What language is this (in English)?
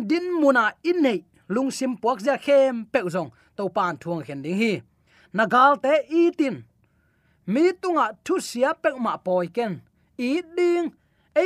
Tedim Chin